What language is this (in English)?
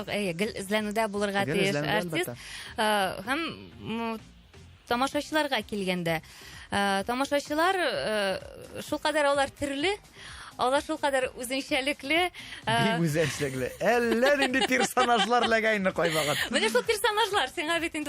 Tatar